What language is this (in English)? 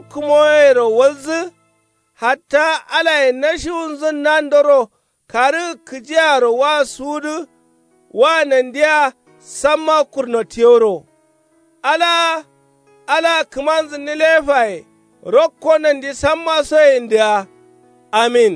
Kanuri